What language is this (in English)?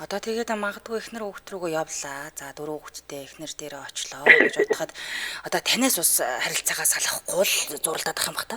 Mongolian